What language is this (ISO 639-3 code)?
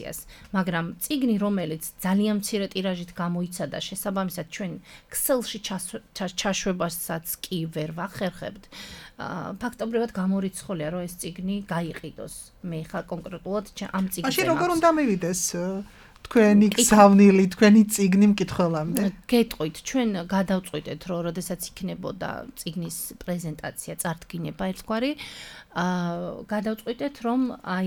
kat